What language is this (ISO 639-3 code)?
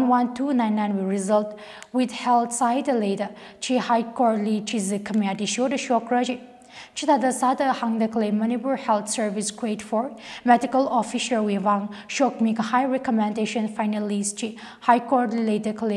nmf